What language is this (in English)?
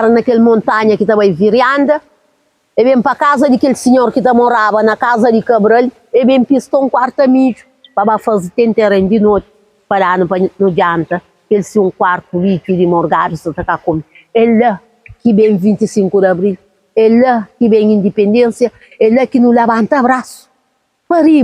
Kabuverdianu